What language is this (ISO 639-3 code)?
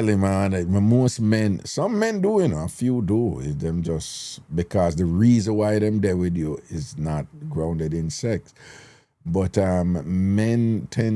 jam